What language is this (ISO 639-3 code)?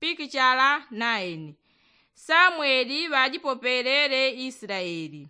yao